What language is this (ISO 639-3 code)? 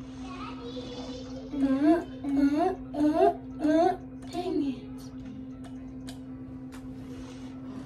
eng